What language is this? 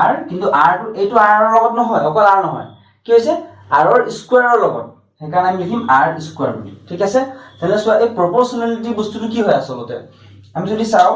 Assamese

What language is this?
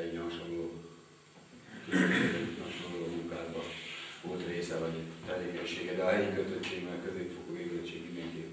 Hungarian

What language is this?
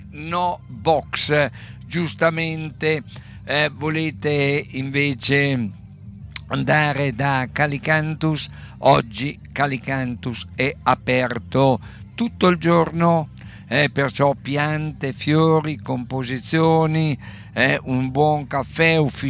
Italian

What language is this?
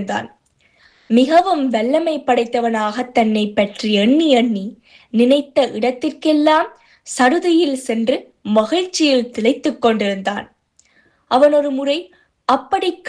Tamil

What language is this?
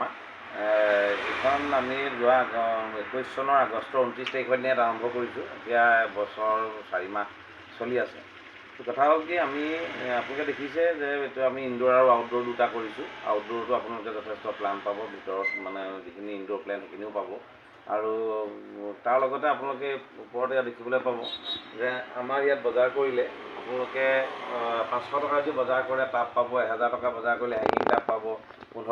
Assamese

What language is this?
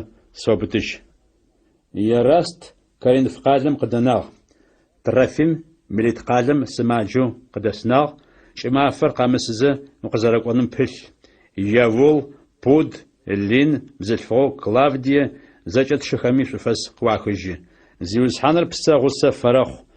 Adyghe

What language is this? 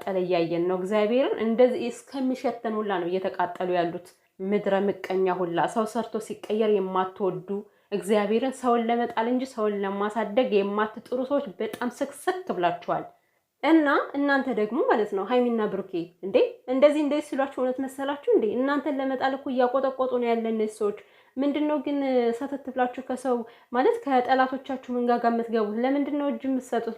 Amharic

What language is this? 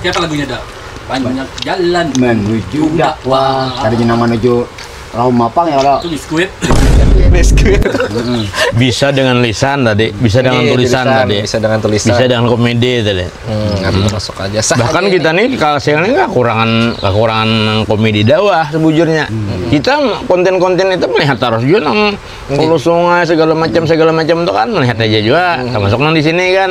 Banjar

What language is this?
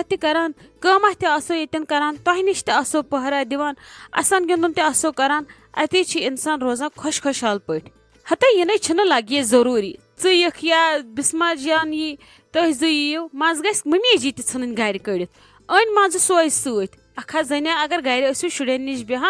Kashmiri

